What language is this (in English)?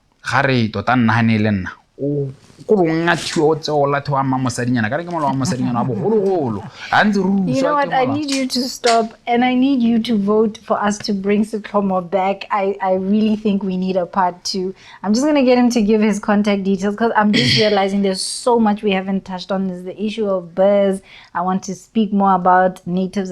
Tswana